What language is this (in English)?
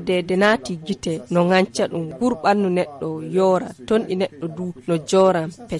Nigerian Fulfulde